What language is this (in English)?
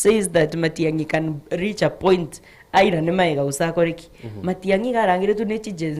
Gusii